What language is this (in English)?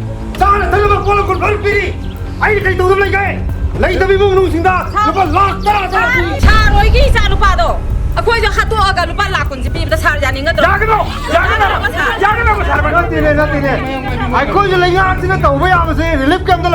Manipuri